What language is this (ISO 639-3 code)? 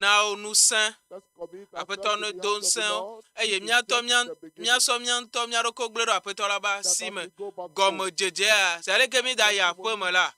ewe